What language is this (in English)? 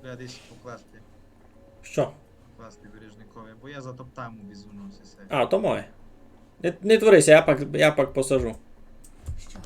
Rusyn